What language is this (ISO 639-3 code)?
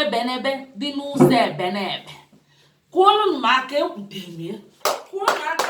ibo